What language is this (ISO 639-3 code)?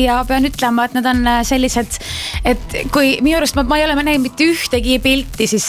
est